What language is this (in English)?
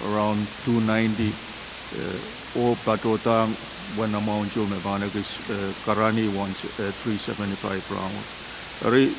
Pohnpeian